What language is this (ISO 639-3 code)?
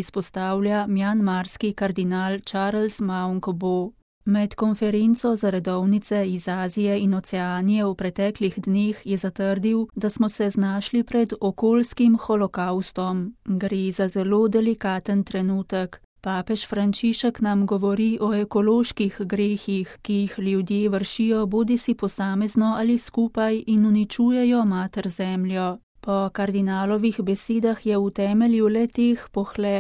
slv